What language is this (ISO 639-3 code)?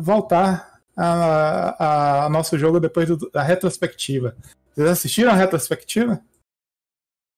por